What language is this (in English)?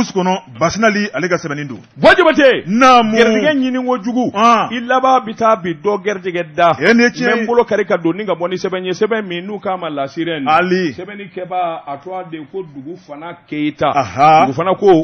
Bambara